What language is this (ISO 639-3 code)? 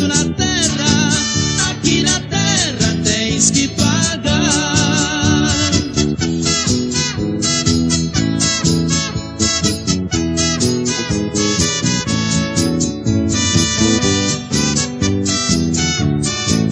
por